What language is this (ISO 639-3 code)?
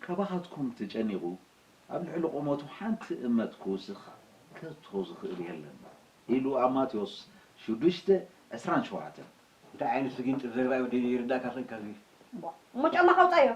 tir